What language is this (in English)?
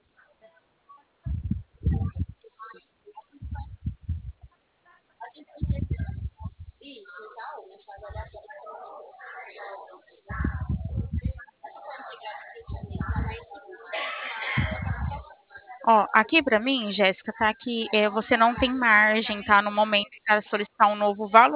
Portuguese